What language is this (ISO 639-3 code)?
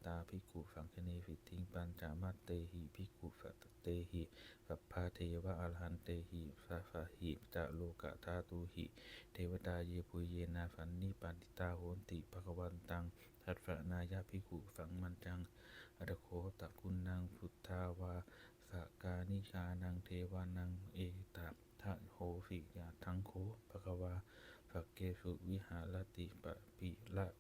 pli